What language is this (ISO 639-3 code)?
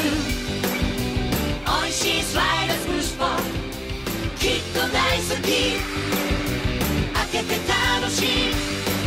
jpn